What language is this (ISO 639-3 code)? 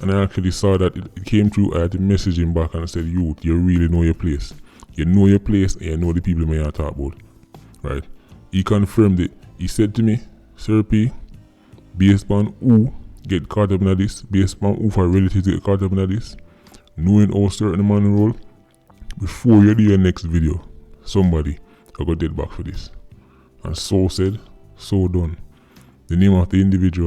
jam